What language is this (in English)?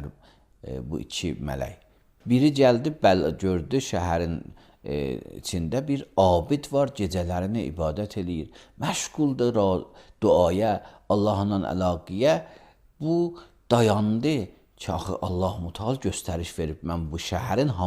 Azerbaijani